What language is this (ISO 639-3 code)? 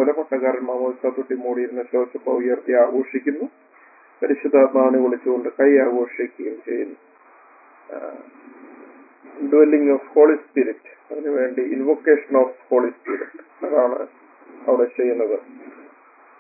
mal